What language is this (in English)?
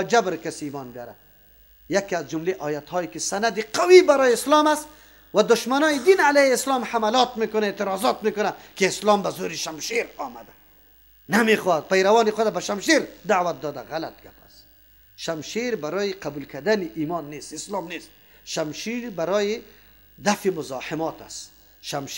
Persian